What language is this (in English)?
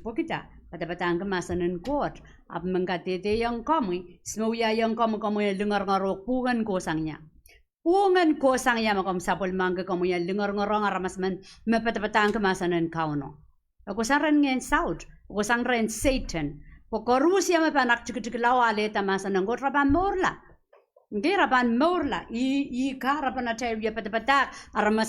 Pohnpeian